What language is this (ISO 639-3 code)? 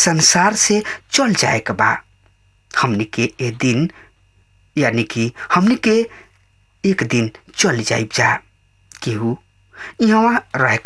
bho